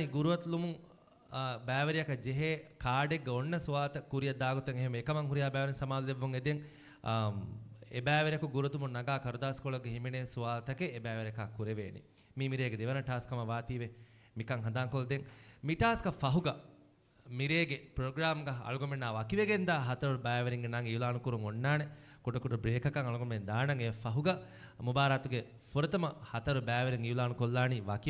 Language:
Divehi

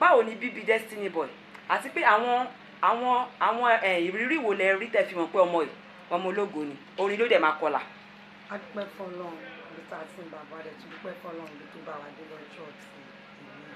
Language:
Yoruba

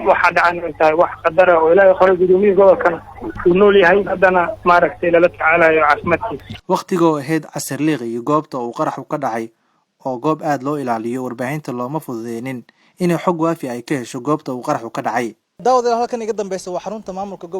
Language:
Somali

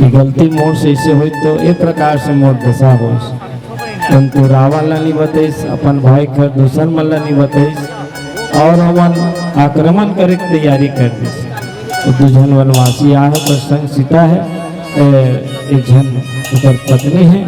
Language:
Chhattisgarhi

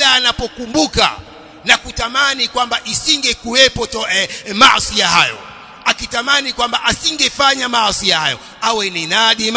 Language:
Swahili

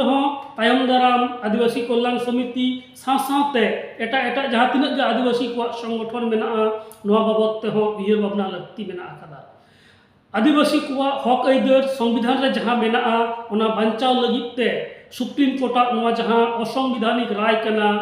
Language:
Santali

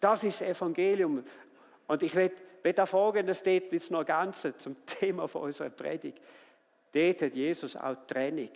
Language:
Swiss German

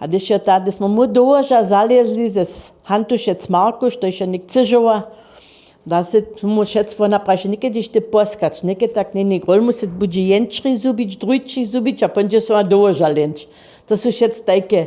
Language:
Upper Sorbian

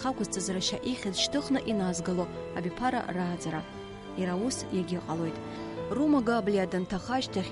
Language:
Abkhazian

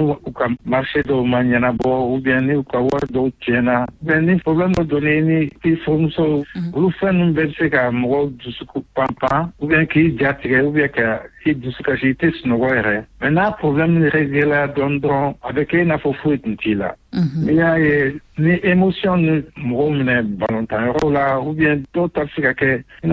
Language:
Bambara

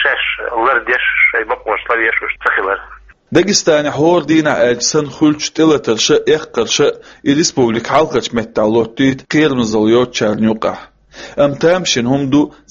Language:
Chechen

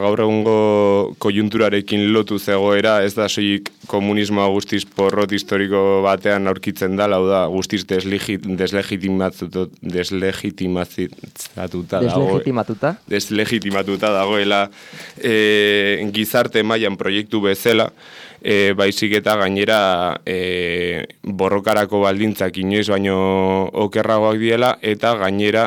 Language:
Basque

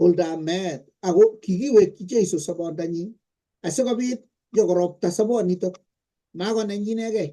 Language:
Kalenjin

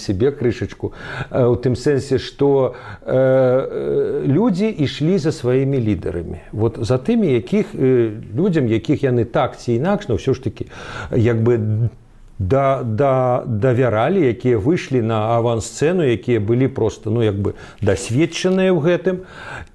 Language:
Belarusian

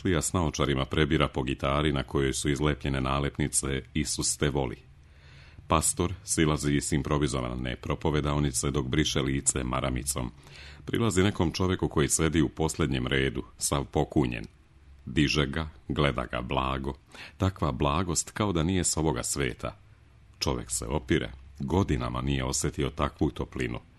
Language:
Serbian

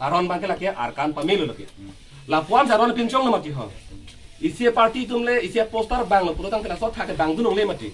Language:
Karbi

